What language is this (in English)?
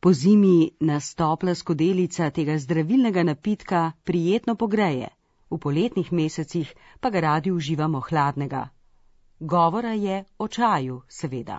Slovenian